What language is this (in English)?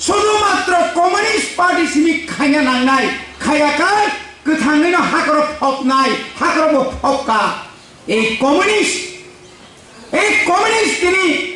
Kok Borok